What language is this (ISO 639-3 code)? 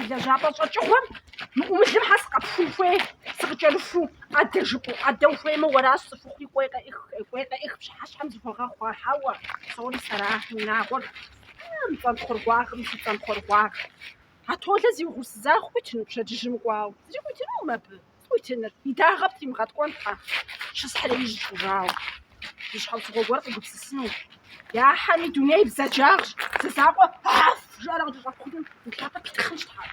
kbd